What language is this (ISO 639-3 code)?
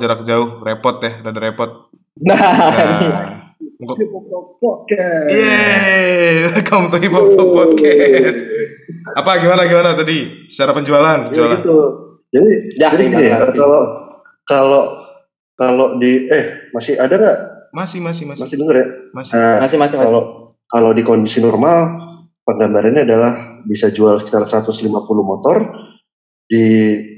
ind